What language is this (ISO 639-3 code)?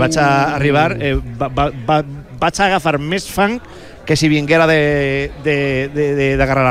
cat